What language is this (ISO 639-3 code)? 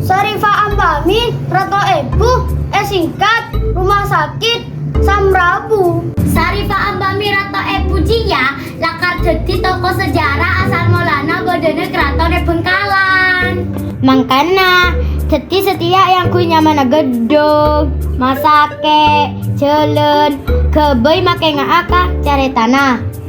mad